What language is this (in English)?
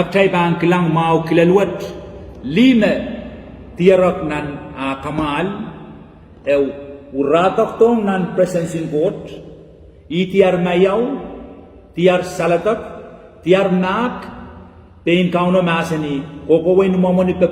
Pohnpeian